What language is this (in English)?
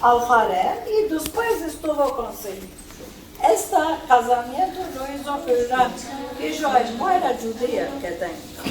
Ladino